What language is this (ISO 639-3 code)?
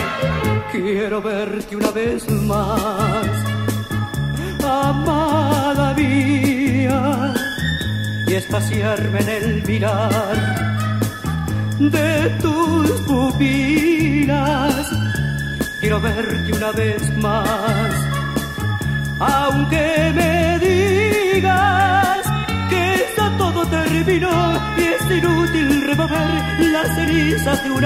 spa